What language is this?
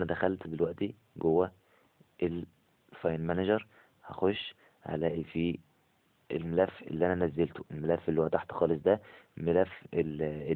Egyptian Arabic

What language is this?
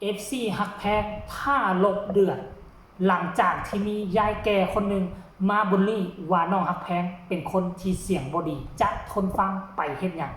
Lao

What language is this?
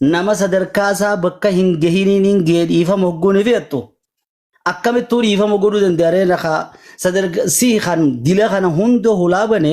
Oromo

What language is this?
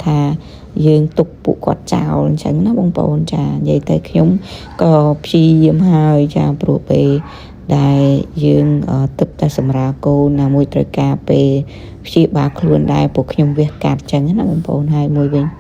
Khmer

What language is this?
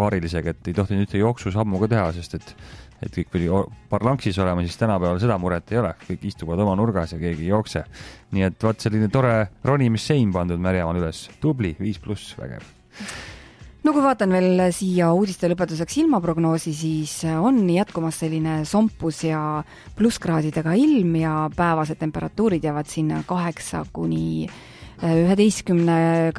Estonian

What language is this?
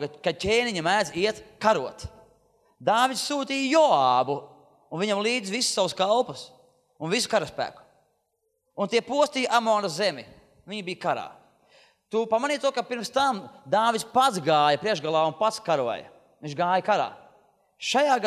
Latvian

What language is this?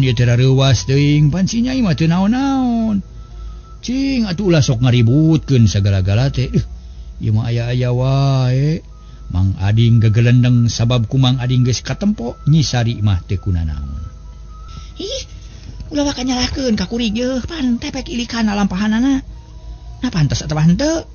Sundanese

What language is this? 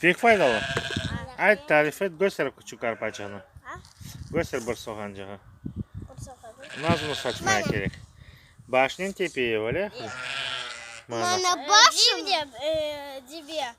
Crimean Tatar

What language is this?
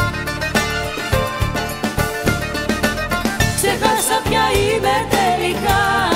Greek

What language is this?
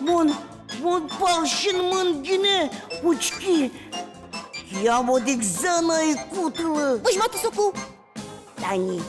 Udmurt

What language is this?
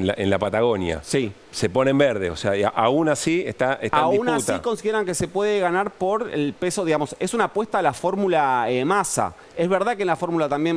Spanish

